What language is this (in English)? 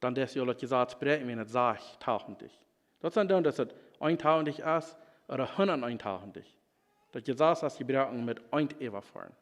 Plautdietsch